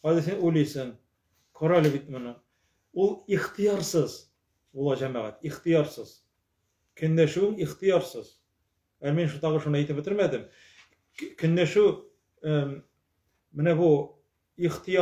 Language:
Tatar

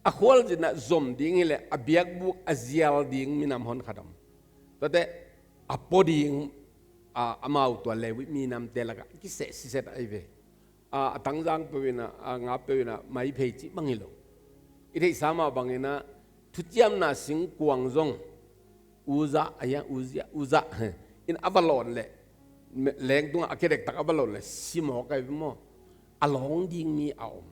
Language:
Tedim Chin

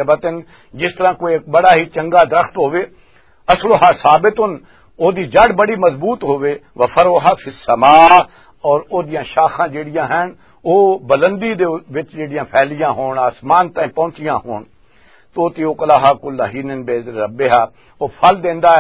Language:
Western Panjabi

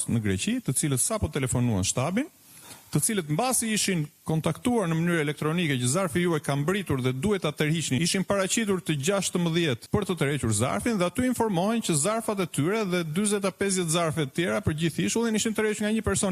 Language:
Albanian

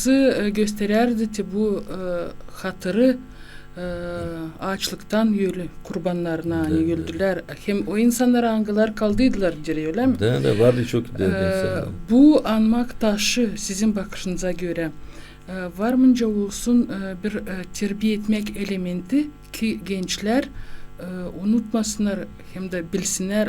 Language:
Gagauz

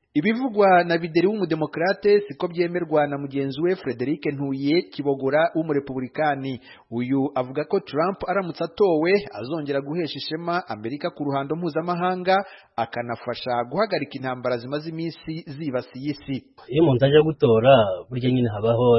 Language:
Kinyarwanda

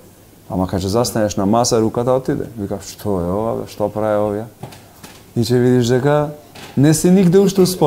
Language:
Macedonian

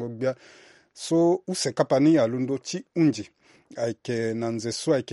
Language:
Sango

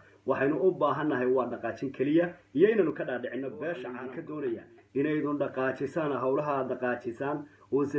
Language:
Somali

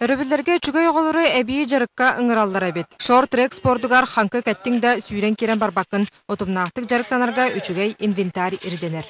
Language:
Yakut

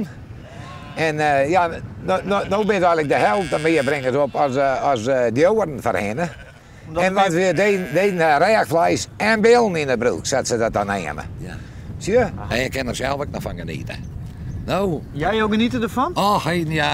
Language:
Western Frisian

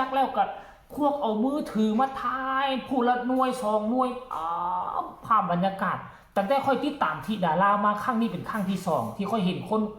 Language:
Northeastern Thai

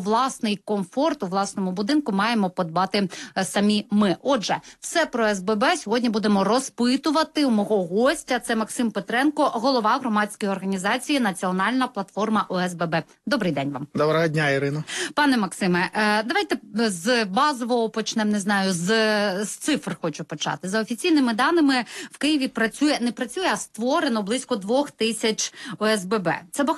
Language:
Ukrainian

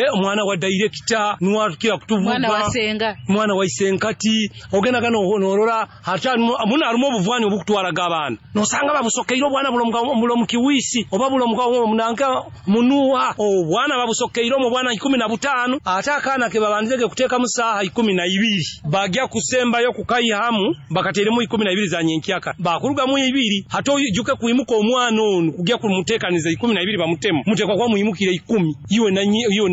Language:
Nyoro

